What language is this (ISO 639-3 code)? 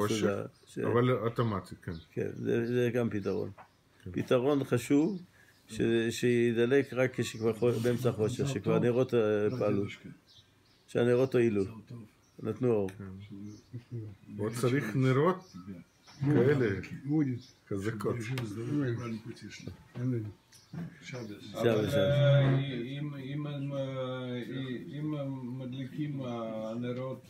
heb